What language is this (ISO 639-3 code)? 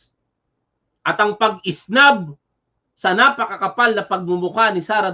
fil